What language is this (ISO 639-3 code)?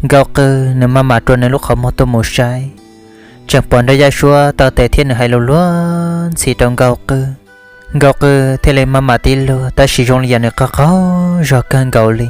hmn